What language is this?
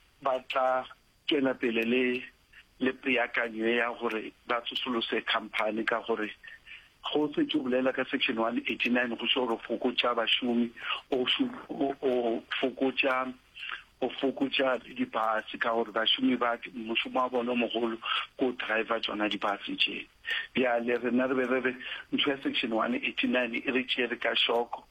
Northern Sotho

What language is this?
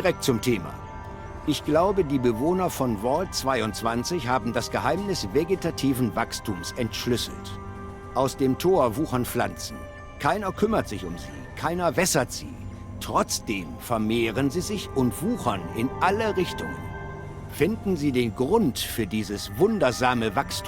Bavarian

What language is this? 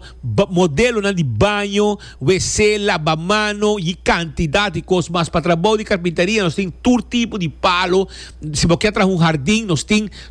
Papiamento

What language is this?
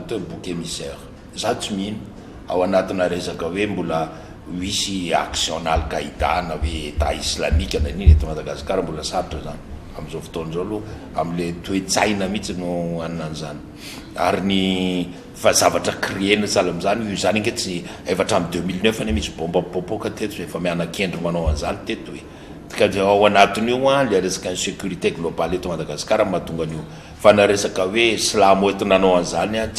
Malagasy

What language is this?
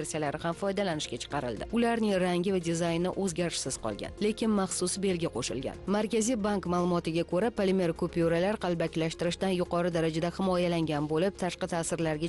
Uzbek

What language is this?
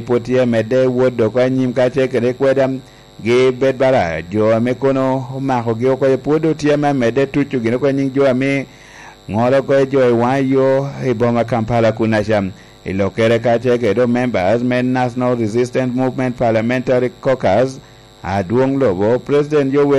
Lango (Uganda)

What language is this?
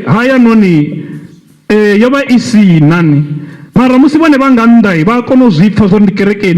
Venda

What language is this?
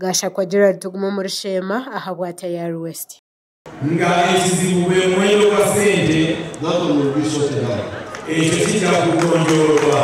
Nyankole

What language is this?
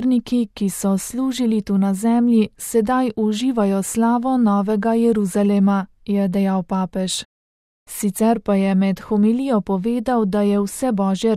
Slovenian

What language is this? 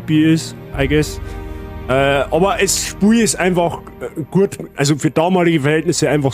Bavarian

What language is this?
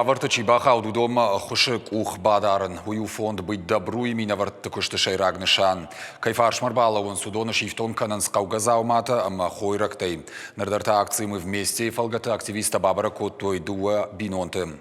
Ossetic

